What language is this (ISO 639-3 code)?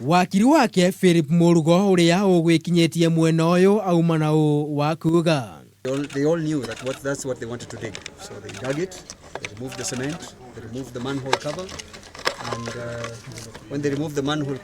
kik